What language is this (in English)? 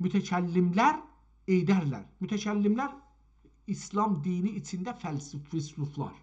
South Azerbaijani